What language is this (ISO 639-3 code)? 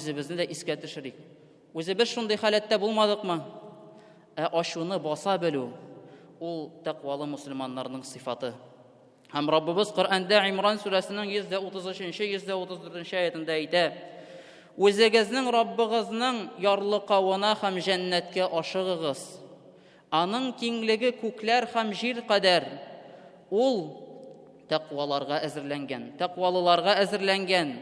tat